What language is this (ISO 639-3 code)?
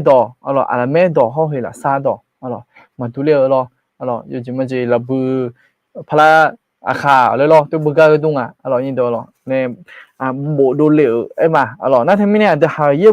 ahk